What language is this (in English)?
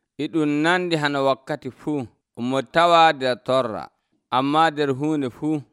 Nigerian Fulfulde